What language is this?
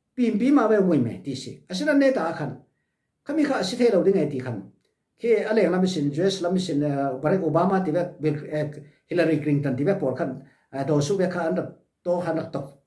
Falam Chin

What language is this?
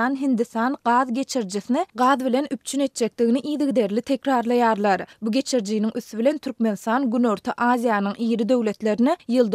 Turkmen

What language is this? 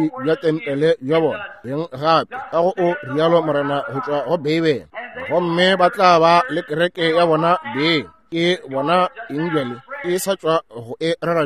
Northern Sotho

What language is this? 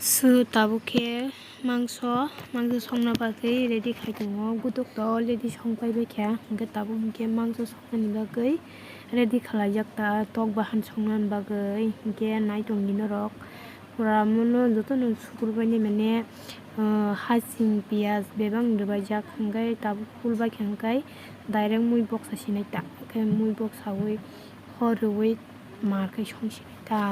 Kok Borok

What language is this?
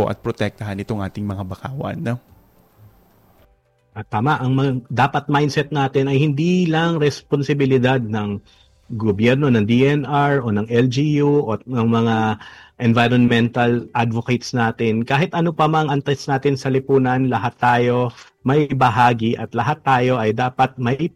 Filipino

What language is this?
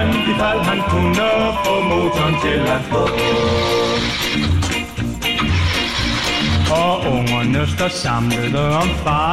Danish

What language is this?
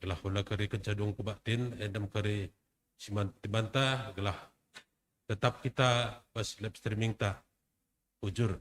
Batak Karo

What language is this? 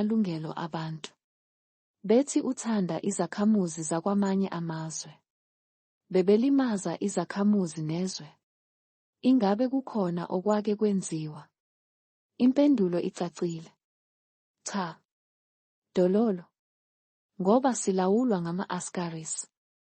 Zulu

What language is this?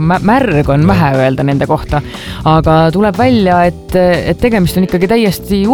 Estonian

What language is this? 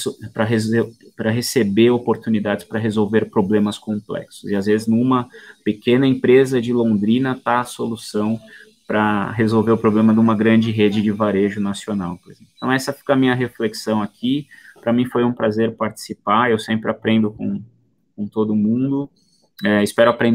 Portuguese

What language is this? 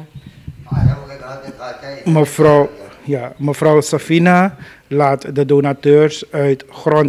Dutch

